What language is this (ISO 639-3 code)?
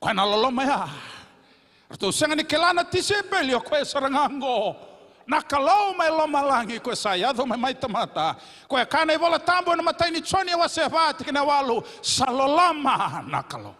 fij